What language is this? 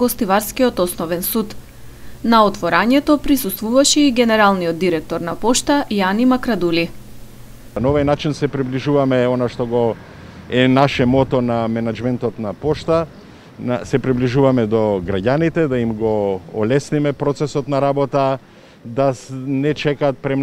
Macedonian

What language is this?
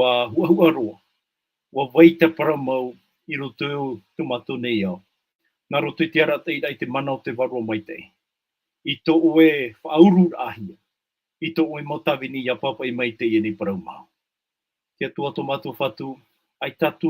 Tahitian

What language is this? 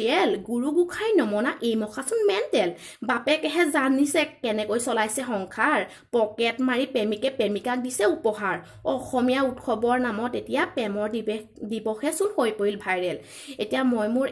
Assamese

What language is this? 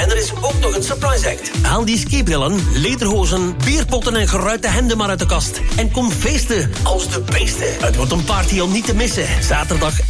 Dutch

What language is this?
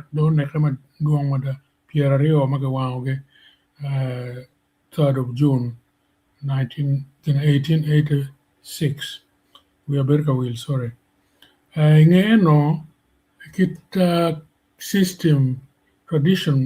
Acoli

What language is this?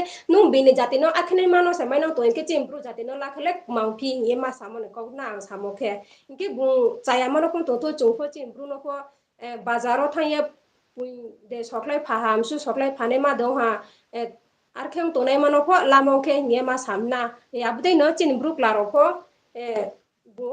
Riang (India)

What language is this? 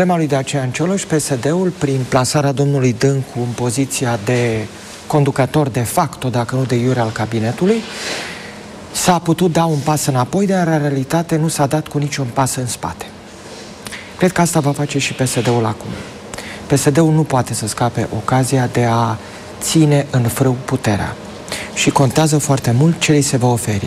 Romanian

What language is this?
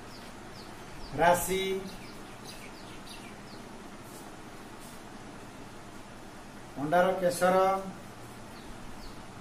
Odia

